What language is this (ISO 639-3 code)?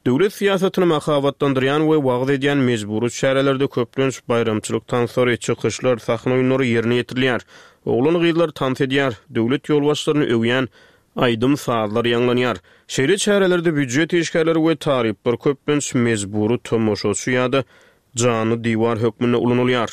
tuk